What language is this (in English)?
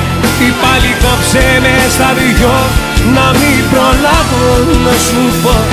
Greek